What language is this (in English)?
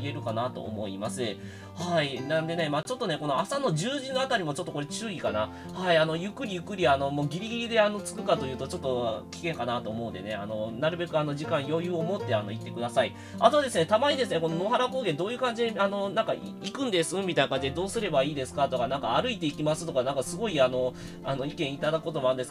Japanese